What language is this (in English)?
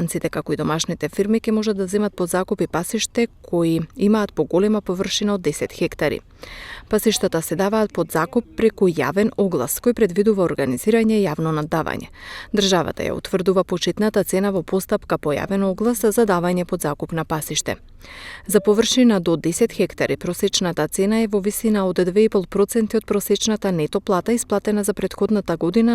Macedonian